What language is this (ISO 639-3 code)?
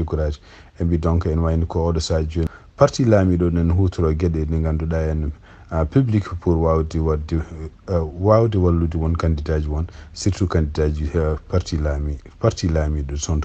ful